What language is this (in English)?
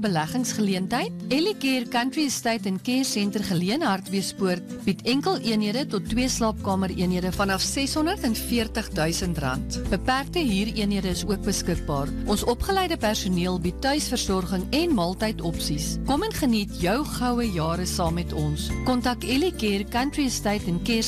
Afrikaans